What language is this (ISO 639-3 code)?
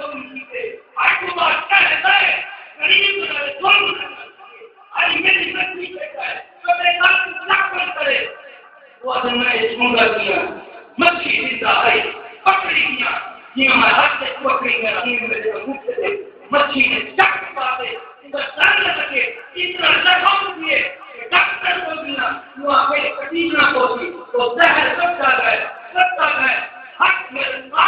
skr